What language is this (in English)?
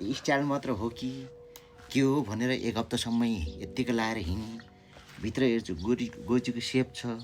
Nepali